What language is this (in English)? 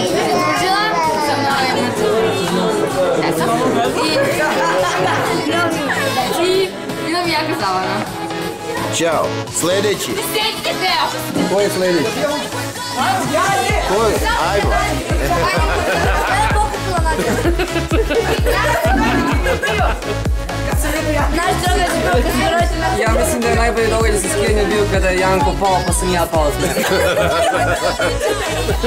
Serbian